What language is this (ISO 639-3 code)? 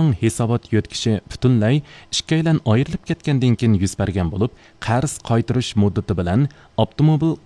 uig